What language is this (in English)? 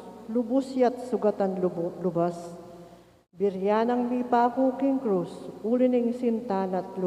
Pampanga